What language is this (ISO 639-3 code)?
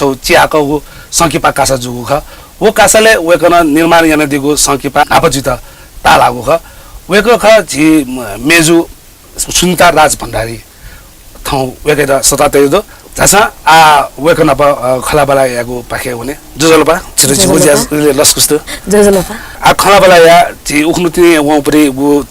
new